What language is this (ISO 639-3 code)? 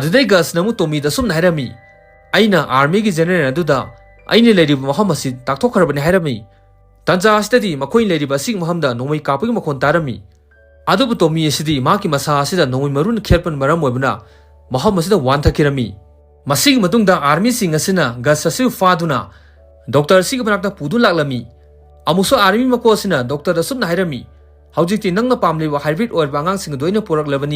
mni